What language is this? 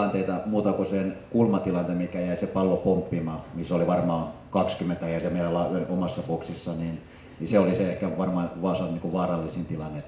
Finnish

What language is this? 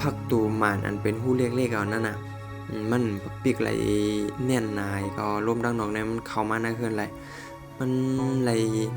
Shan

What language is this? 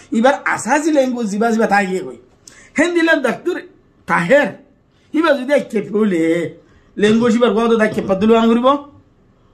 Rohingya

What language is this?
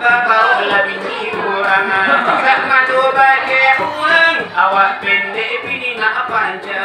Minangkabau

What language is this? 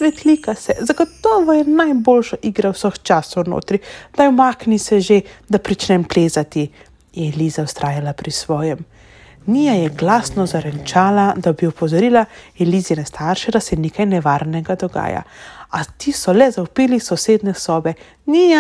Slovenian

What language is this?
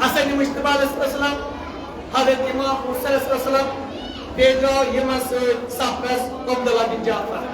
Kashmiri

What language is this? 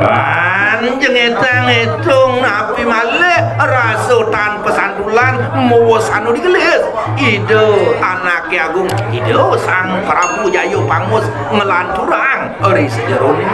Balinese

